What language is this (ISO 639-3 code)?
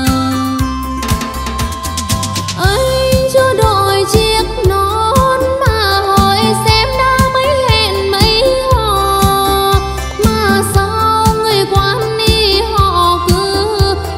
vie